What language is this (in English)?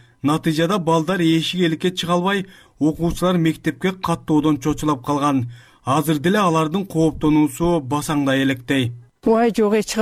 Kyrgyz